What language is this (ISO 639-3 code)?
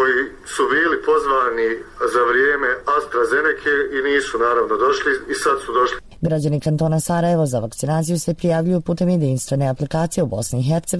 bos